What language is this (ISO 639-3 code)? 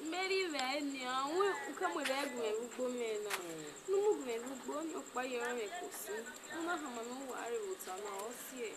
bin